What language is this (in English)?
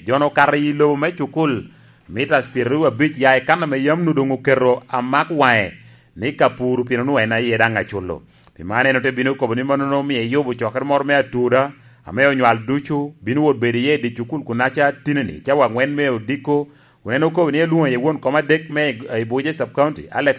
Lango (Uganda)